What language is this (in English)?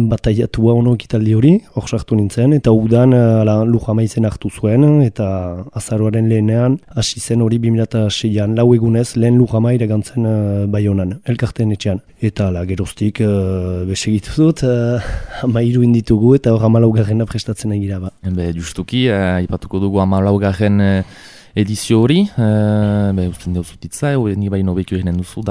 Basque